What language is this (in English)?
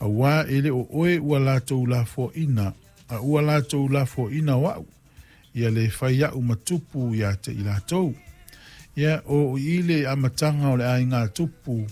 Samoan